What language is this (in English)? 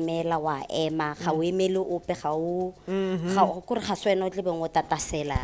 Tswana